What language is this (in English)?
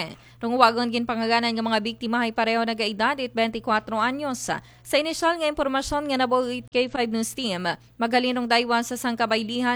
Aklanon